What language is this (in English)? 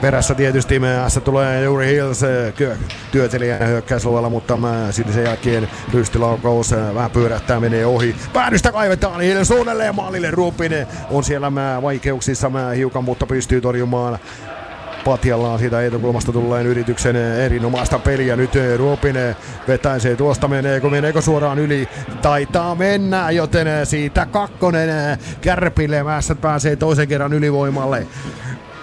Finnish